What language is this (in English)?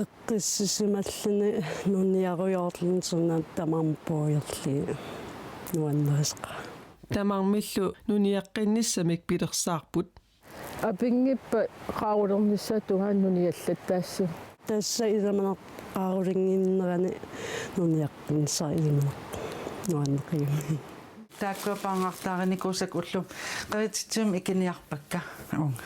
Kalaallisut